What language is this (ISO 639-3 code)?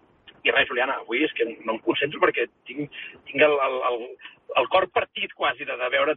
cat